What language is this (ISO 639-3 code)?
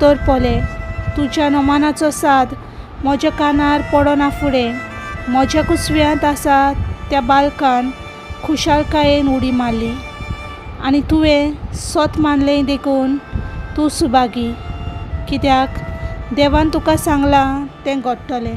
kok